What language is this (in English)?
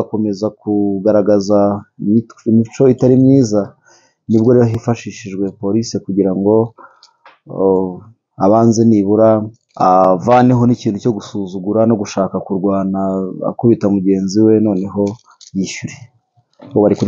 Kinyarwanda